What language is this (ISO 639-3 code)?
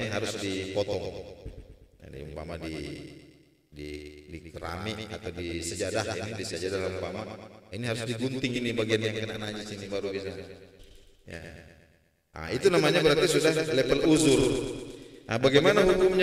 ind